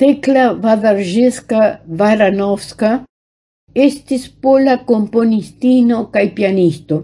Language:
Esperanto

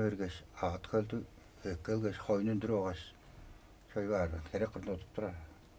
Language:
Tuvinian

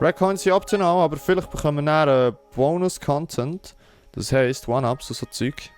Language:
Swiss German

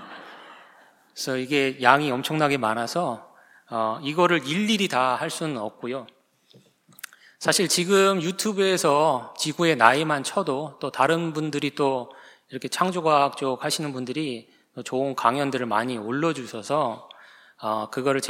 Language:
Korean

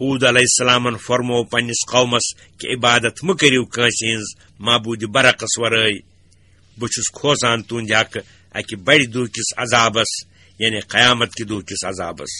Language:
Kashmiri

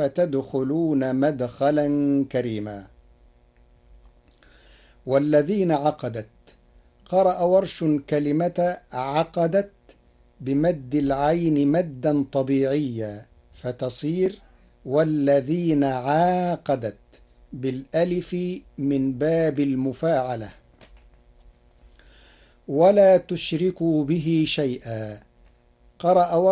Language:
Arabic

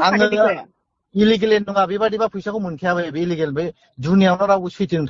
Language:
Bodo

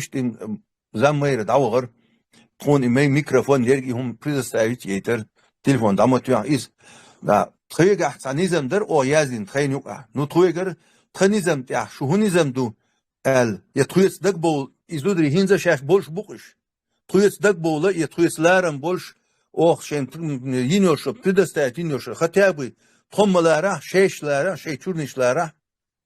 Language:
Chechen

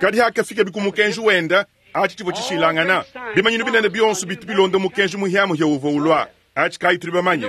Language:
Luba-Lulua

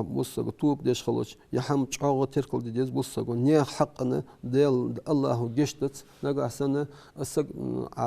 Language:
Ingush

